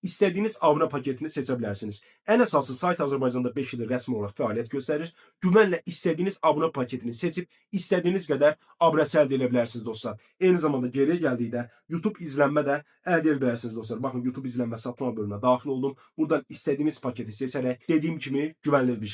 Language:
Azerbaijani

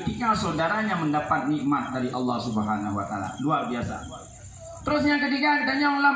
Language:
Achinese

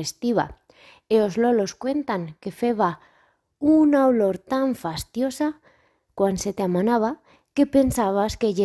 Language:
Aragonese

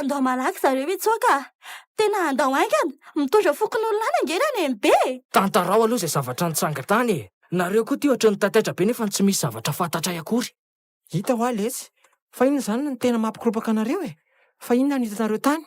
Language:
Malagasy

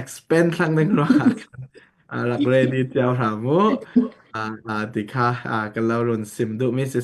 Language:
Falam Chin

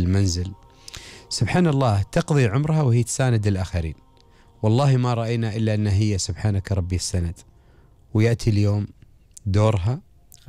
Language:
Gulf Arabic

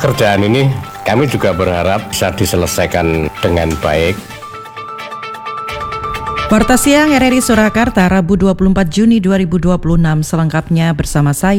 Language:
Indonesian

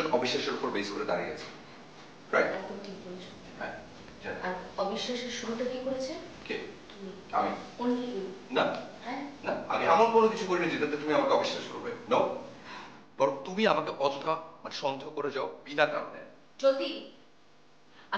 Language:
Bangla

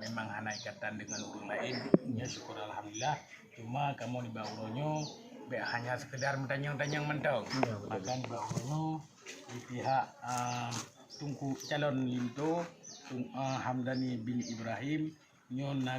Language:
Achinese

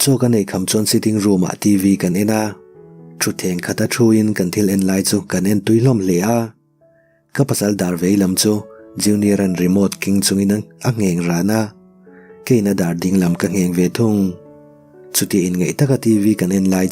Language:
Mizo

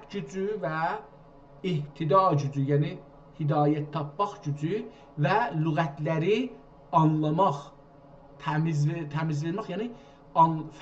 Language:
South Azerbaijani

